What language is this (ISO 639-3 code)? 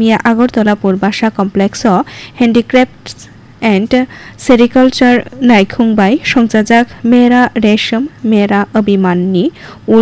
trp